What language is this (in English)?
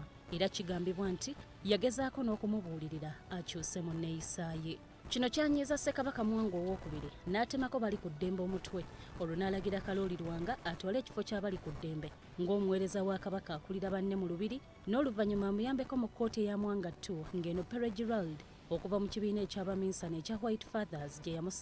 Ganda